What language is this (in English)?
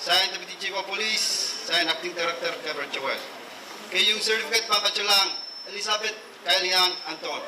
Pohnpeian